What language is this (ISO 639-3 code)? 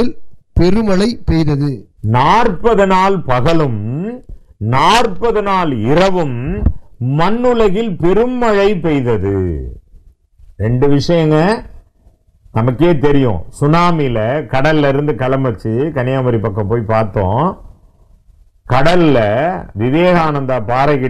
tam